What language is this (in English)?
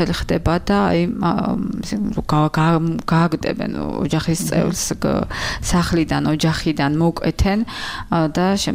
Georgian